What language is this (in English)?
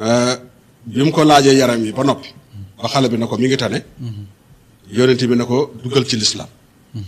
Wolof